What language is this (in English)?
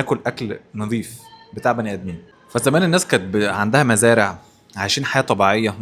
Egyptian Arabic